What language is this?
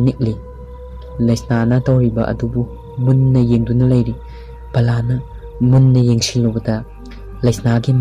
Manipuri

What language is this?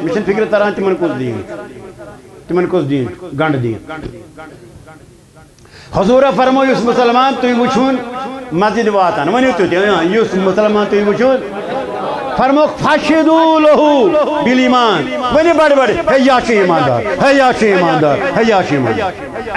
Kashmiri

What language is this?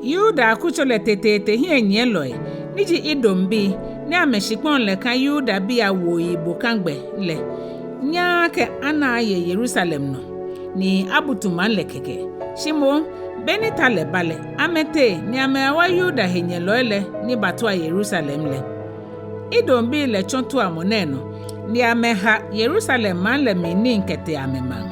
Ga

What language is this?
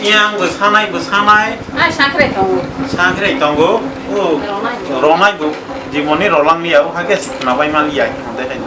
Kok Borok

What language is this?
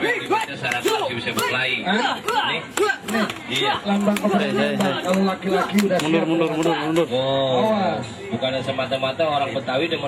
Betawi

